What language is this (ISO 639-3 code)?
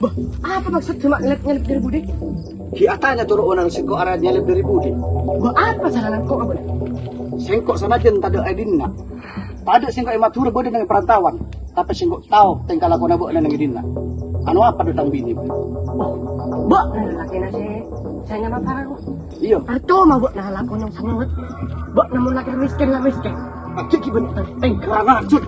mad